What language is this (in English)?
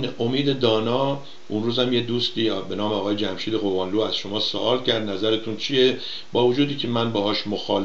Persian